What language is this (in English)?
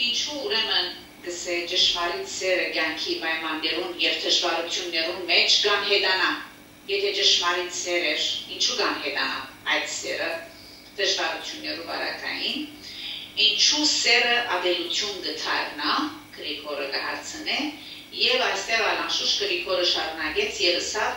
Western Armenian